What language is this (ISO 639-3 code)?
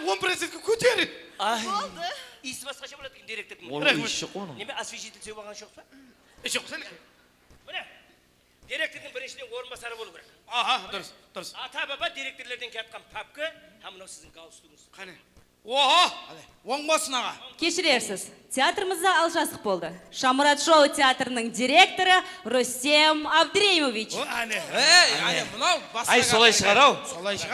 kaa